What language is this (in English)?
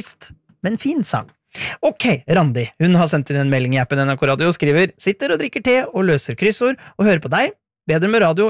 Norwegian